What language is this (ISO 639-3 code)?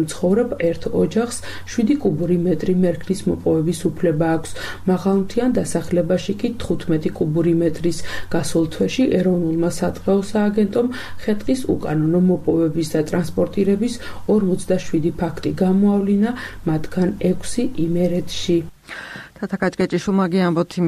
kat